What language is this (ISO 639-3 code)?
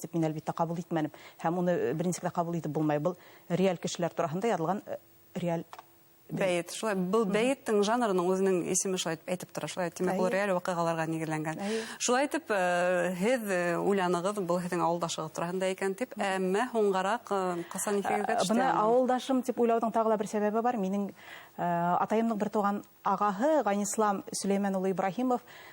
bak